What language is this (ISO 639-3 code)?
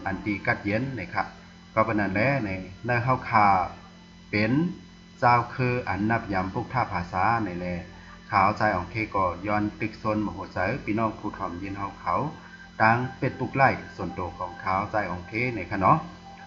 shn